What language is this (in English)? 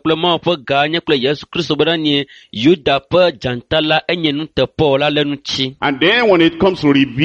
Ewe